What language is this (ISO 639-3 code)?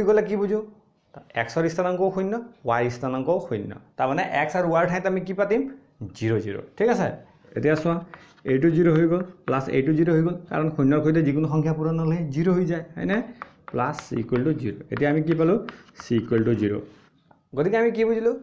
asm